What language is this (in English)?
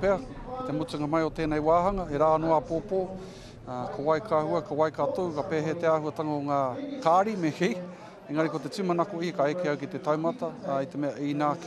Māori